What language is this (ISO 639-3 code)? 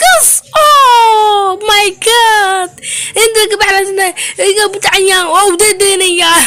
som